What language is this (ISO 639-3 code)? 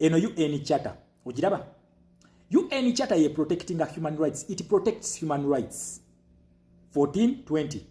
lug